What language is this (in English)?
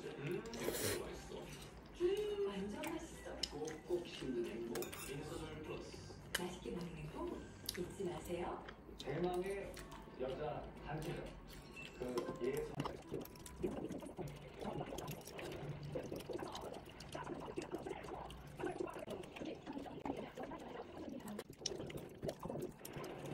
Korean